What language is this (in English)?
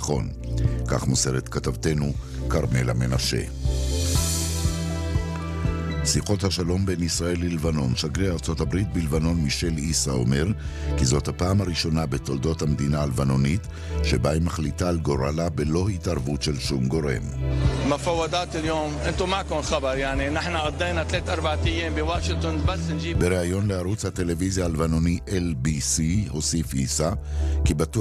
Hebrew